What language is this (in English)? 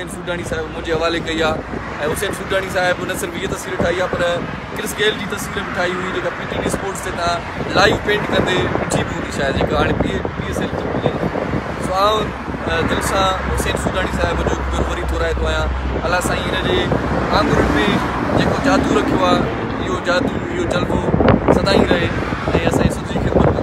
Sindhi